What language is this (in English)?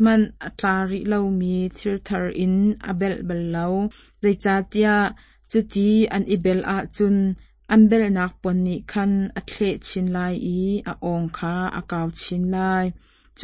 Hakha Chin